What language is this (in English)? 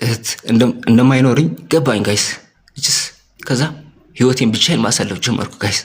Amharic